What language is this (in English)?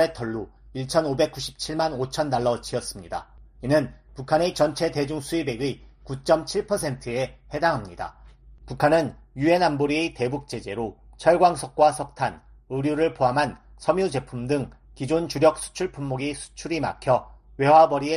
Korean